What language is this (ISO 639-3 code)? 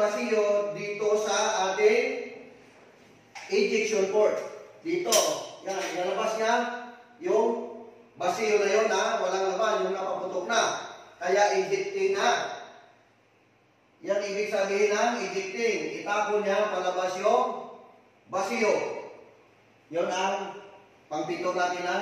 fil